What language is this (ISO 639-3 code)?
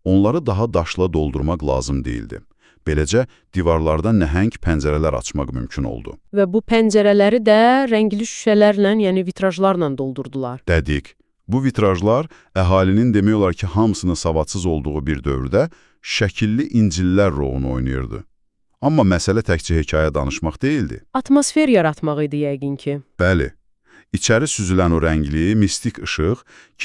aze